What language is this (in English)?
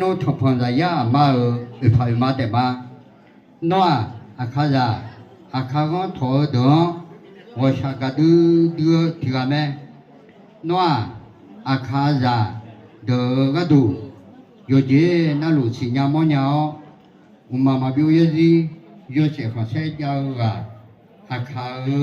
Akha